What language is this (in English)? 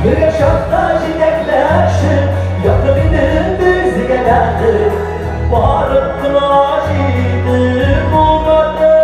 Tatar